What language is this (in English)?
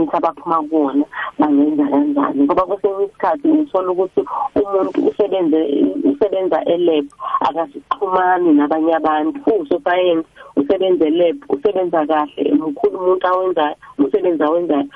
South Ndebele